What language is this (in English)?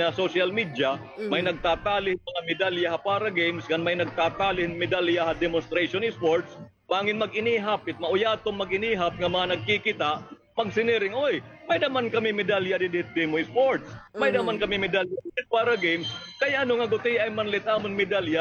Waray